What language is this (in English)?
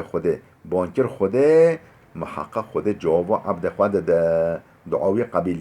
Kurdish